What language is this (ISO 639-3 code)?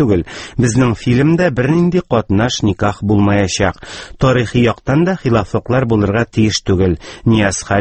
tat